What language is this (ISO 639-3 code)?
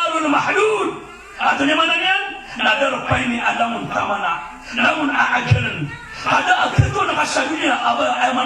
mrw